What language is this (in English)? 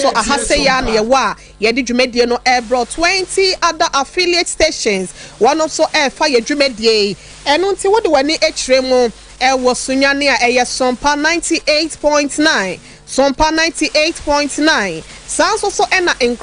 Akan